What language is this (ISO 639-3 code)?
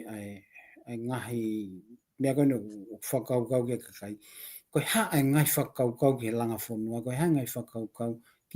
ton